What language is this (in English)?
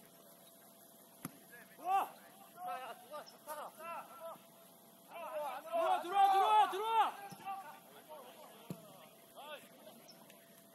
Korean